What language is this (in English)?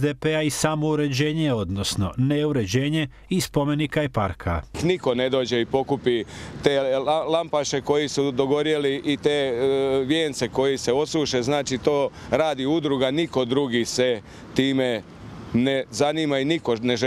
Croatian